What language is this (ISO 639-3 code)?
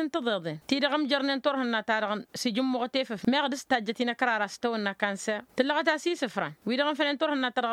taq